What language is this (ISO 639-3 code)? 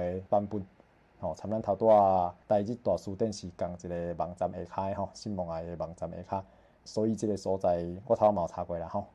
nan